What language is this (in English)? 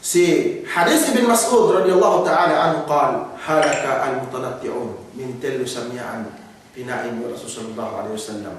Yakan